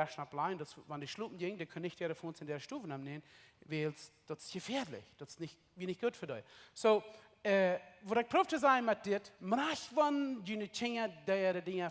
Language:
Plautdietsch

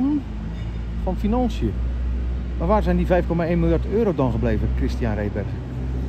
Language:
Dutch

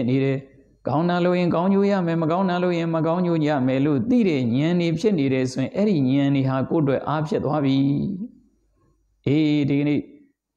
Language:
Burmese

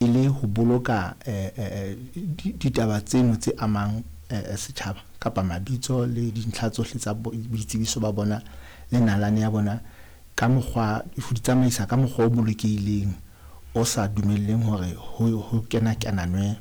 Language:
Southern Sotho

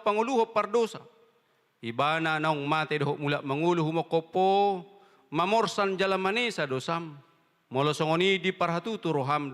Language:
Batak Toba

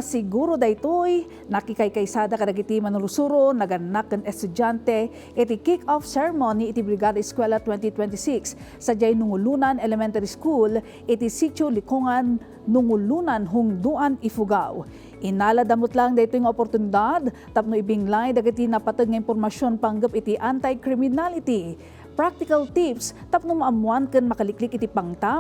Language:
Iloko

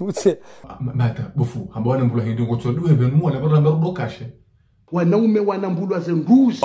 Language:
Ngazidja Comorian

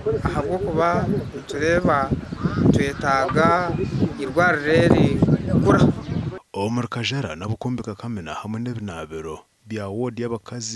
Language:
Nyankole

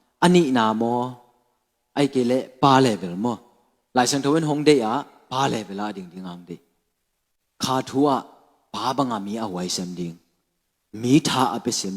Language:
Tedim Chin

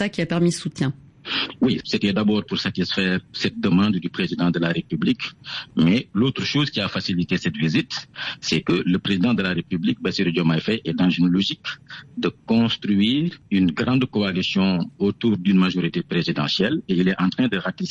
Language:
French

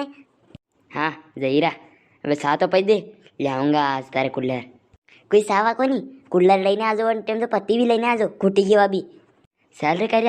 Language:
Rajasthani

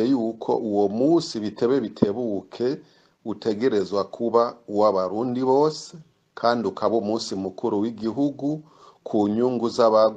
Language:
Rundi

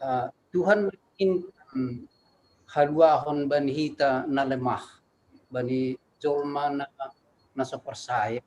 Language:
Batak Simalungun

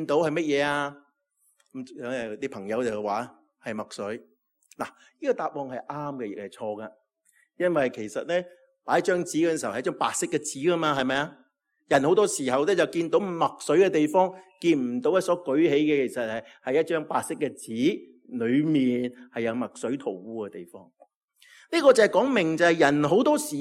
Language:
Cantonese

